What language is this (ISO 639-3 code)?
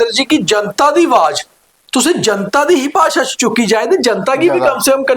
doi